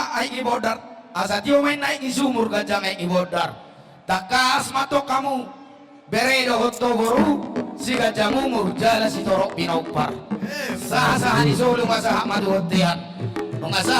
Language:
Batak Toba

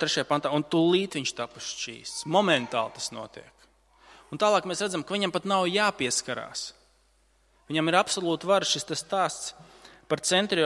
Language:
Latvian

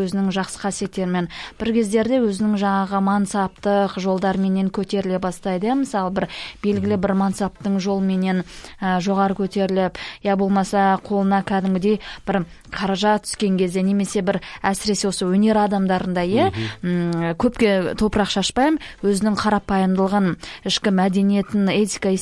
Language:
Kazakh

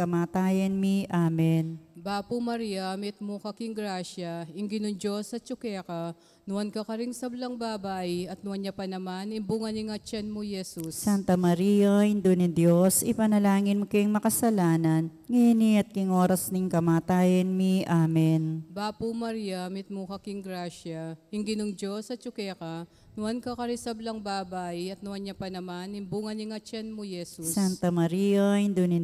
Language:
Pampanga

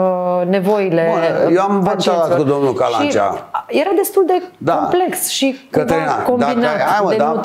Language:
Romanian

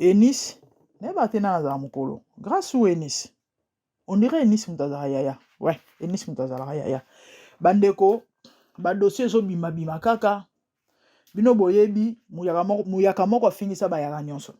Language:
Lingala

